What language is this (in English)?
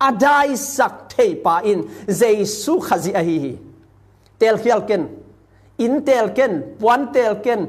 Tedim Chin